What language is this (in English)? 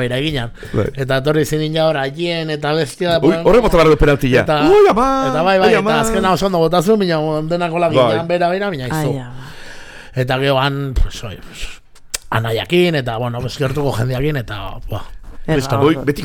Basque